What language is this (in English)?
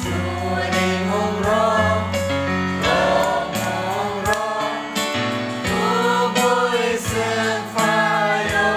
Kok Borok